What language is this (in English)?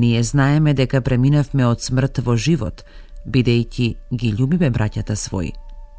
Macedonian